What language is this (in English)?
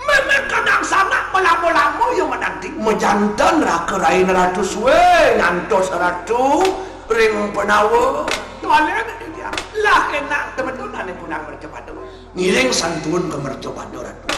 Balinese